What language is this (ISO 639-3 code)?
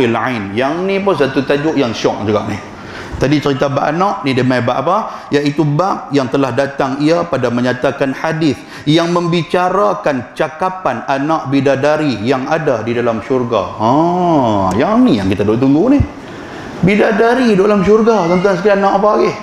msa